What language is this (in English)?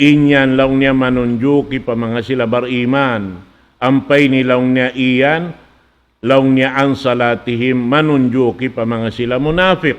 Tausug